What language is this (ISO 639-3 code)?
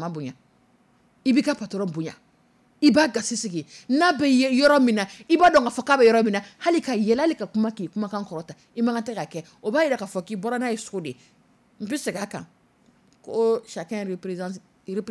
dyu